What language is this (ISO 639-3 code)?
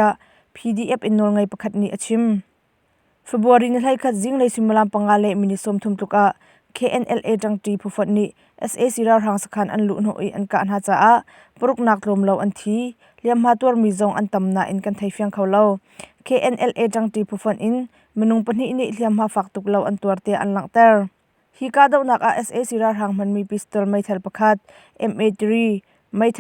cnh